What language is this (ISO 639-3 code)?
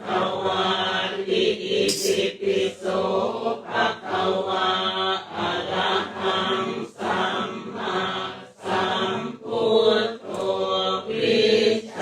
pli